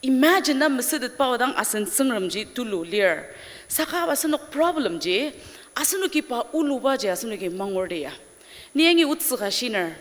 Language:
Ao Naga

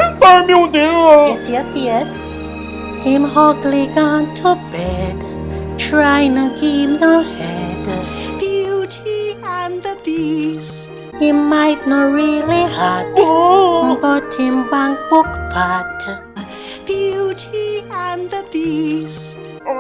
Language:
Jamaican Creole English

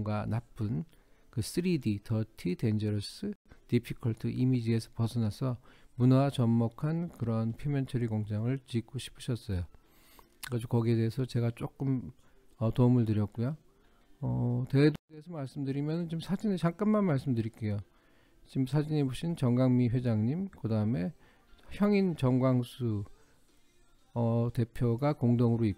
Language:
Korean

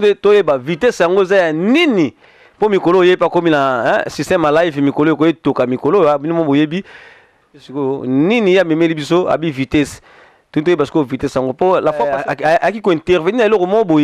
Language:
Lingala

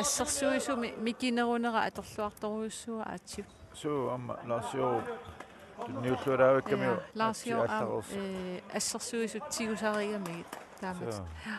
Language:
Kalaallisut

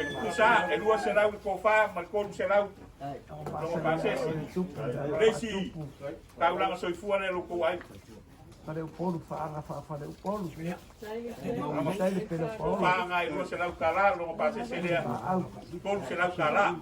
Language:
Samoan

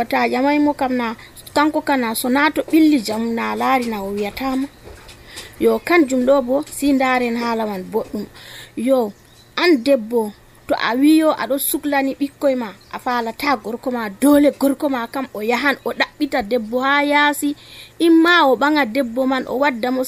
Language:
Nigerian Fulfulde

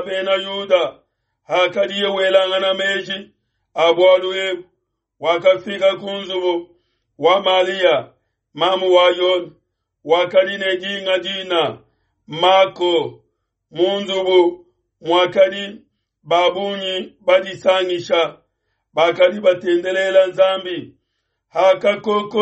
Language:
Luba-Lulua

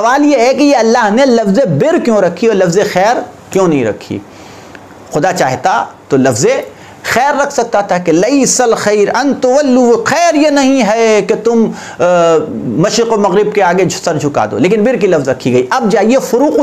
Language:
Urdu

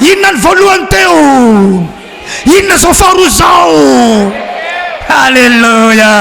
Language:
Malagasy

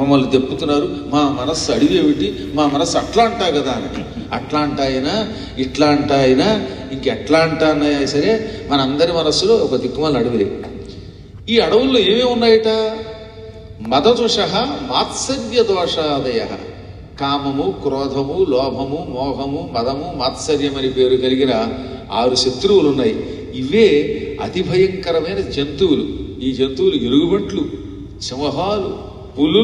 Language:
Telugu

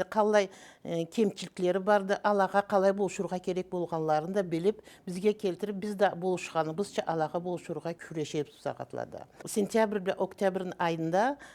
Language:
Karachay-Balkar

